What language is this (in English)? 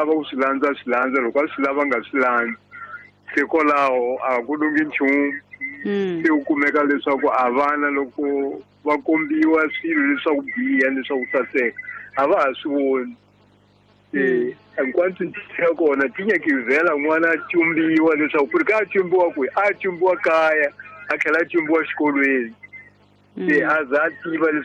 Tsonga